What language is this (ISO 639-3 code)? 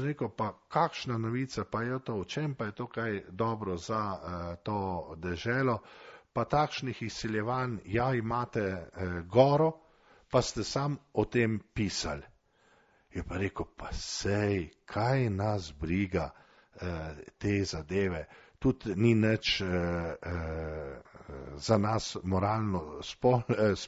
slv